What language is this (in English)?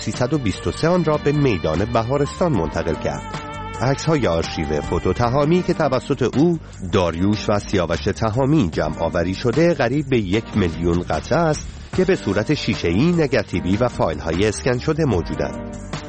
Persian